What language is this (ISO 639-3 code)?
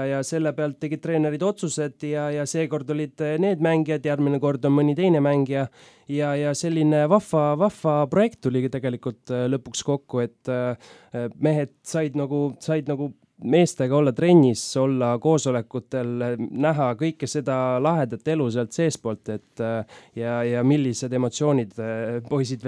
est